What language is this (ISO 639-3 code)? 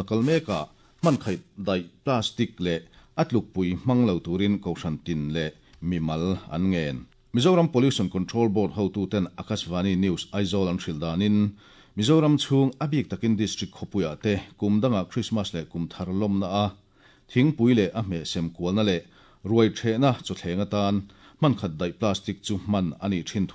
lus